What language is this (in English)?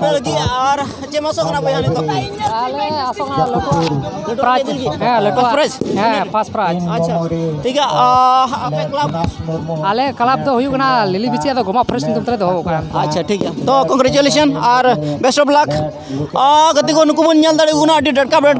Santali